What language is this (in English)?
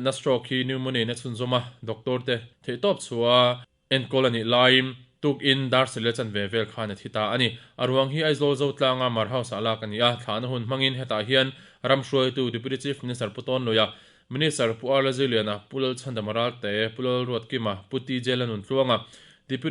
Mizo